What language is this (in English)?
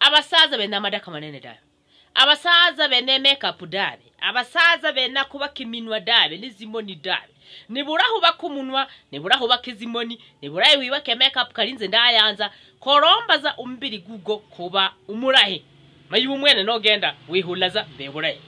Swahili